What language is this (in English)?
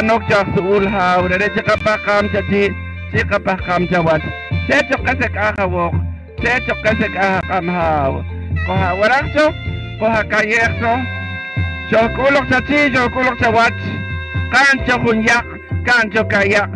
Poqomchi'